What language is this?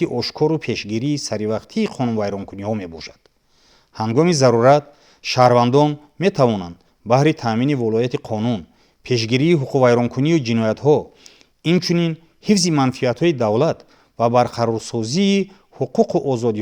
Tajik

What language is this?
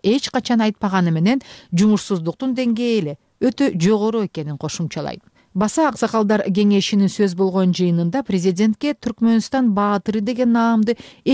Kyrgyz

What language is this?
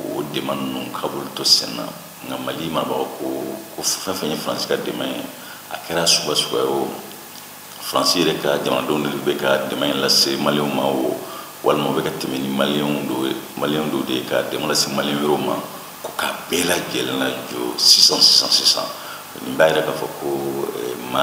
Bambara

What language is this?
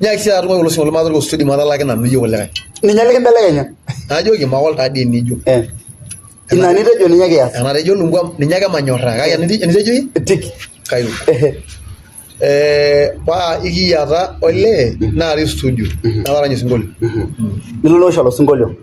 Masai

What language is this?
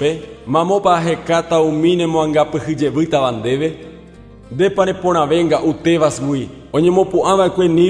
Guarani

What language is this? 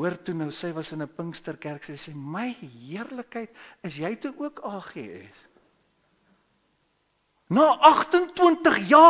Afrikaans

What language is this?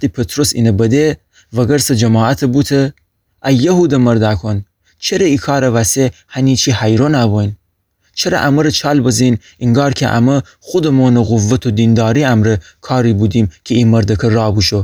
Gilaki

